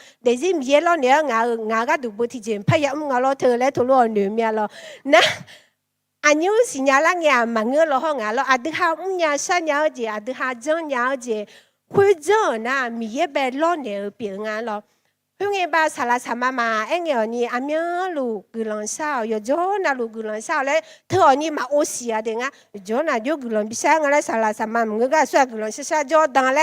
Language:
Akha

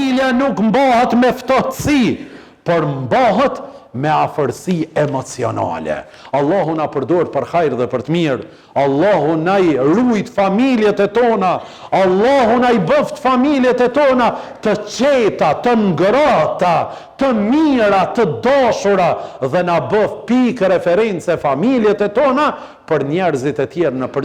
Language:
Albanian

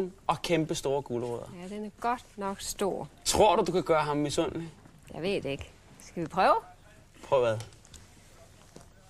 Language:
Danish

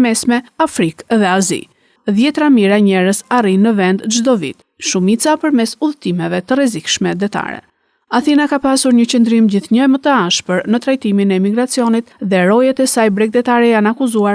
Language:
Albanian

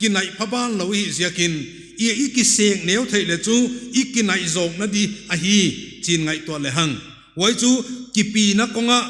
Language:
Paite Chin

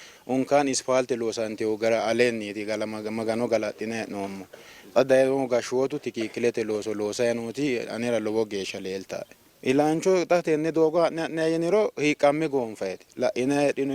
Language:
Sidamo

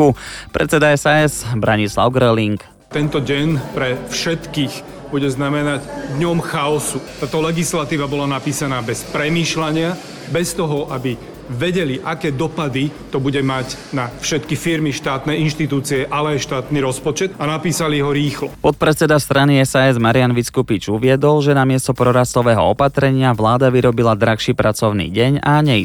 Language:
Slovak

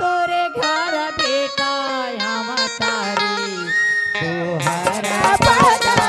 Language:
Chhattisgarhi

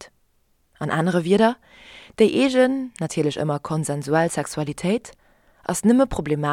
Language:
Luxembourgish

